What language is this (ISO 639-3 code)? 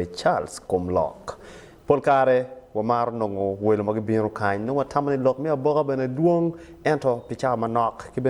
ach